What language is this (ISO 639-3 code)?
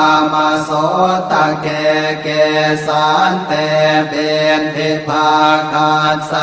pli